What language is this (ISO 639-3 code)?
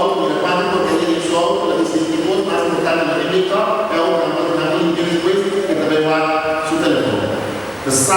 pap